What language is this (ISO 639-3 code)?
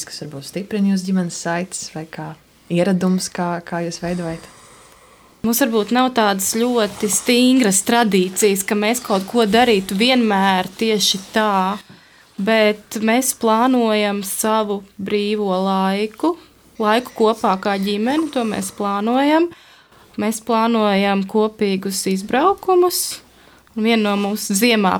lav